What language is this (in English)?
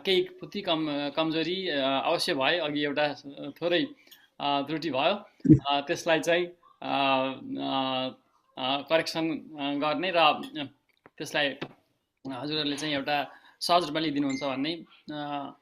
Nepali